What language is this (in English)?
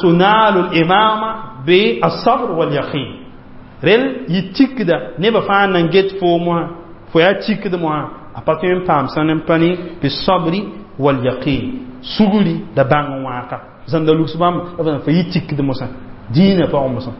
Mossi